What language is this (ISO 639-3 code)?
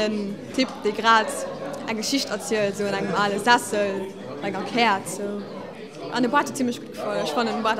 ltz